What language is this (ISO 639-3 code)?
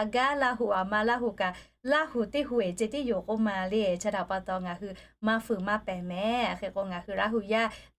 lhu